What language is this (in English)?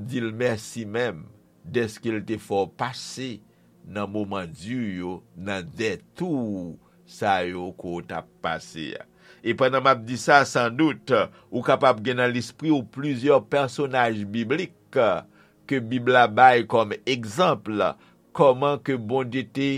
Haitian Creole